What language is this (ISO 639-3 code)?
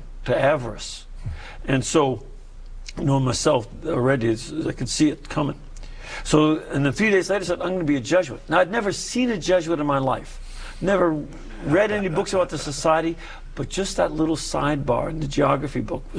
eng